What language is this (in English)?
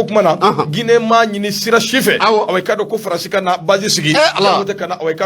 Bambara